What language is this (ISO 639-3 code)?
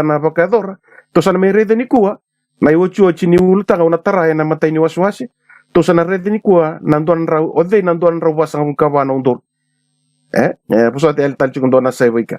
fij